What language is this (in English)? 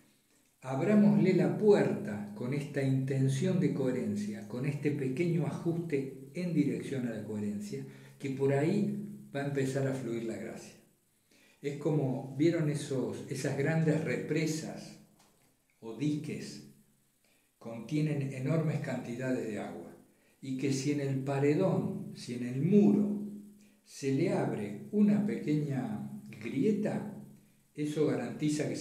Spanish